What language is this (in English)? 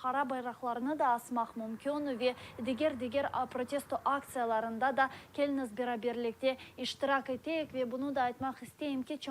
Crimean Tatar